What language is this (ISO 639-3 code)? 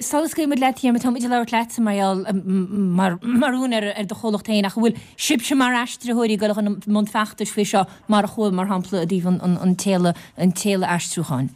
gle